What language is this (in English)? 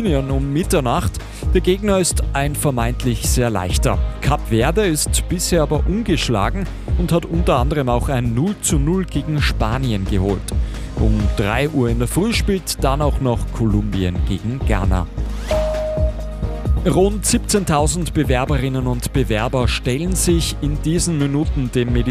German